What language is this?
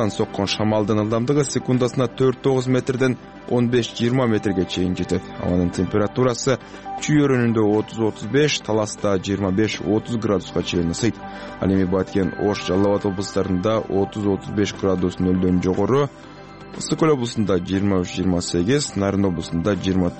Kyrgyz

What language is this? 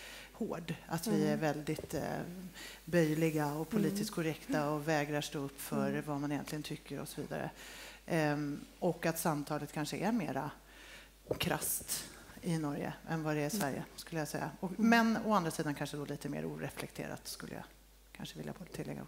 Swedish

